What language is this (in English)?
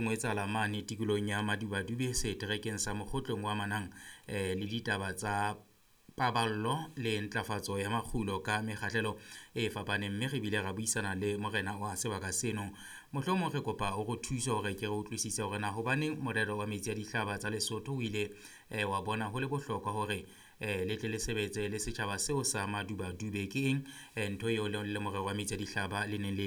Southern Sotho